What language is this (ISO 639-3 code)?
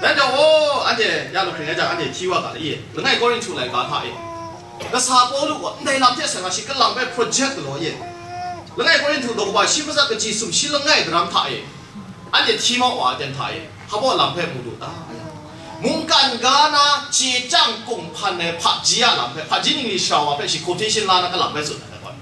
kac